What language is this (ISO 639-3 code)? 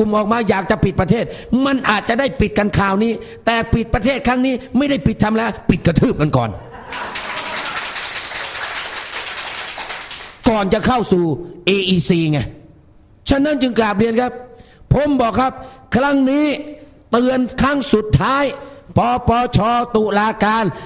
tha